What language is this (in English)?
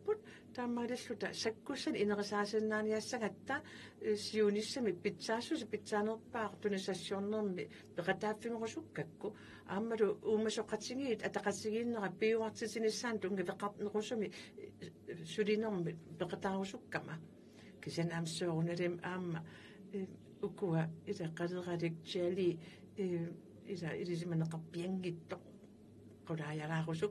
Kalaallisut